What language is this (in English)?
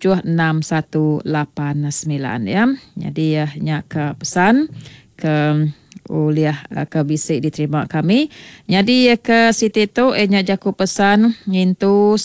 Iban